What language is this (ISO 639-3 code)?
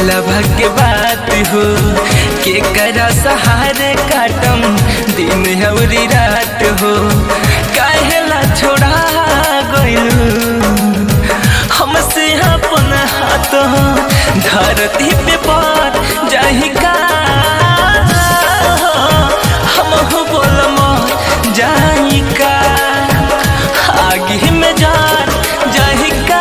bho